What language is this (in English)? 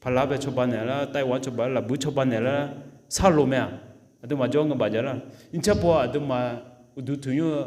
Akha